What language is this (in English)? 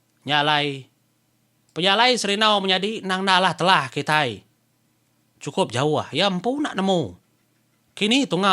Iban